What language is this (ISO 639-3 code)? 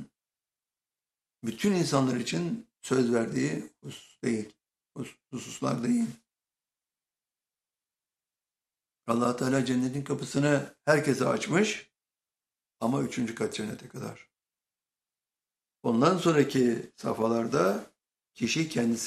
tur